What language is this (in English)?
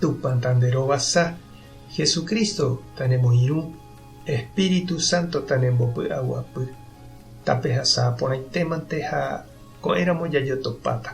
Guarani